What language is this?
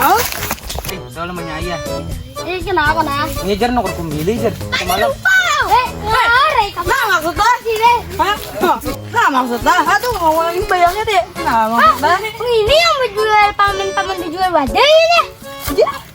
Banjar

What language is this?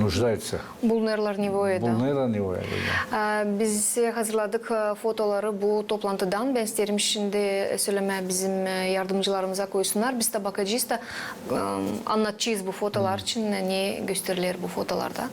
Gagauz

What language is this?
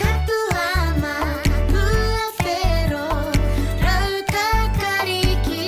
Māori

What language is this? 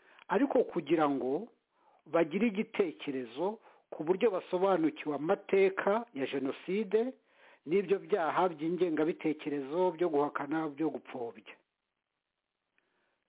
Kinyarwanda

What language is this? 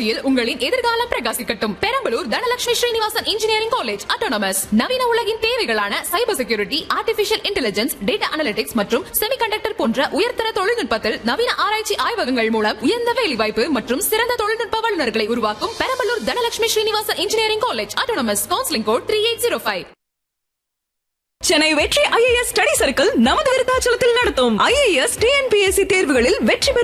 Tamil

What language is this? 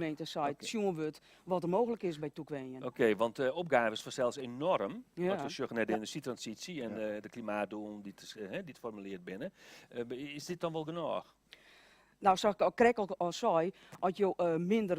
Western Frisian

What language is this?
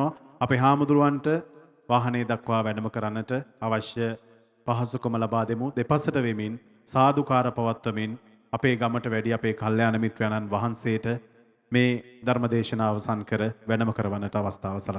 Sinhala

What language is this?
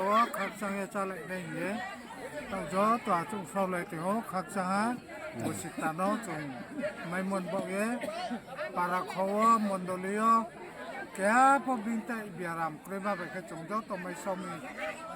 Riang (India)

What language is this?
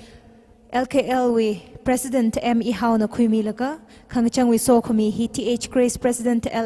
Tangkhul Naga (India)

